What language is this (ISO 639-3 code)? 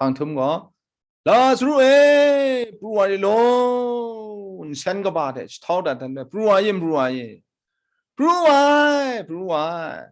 kac